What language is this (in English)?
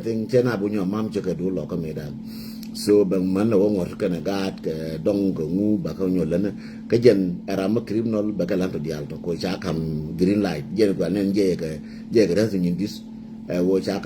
Nuer